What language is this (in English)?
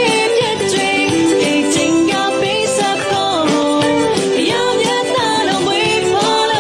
Lahu